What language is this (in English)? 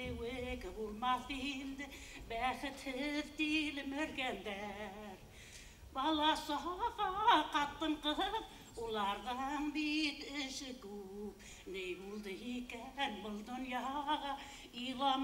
Bashkir